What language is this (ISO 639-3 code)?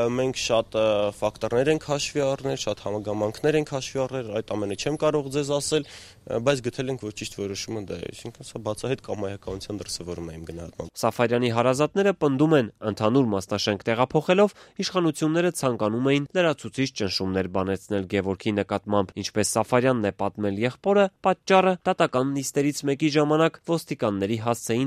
hye